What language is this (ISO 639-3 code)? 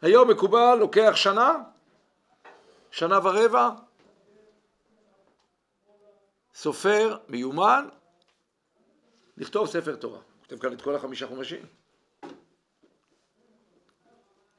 heb